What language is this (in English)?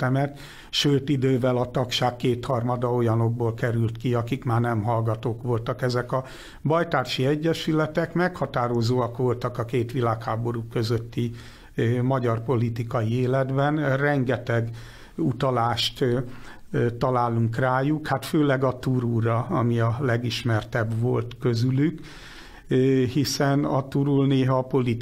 Hungarian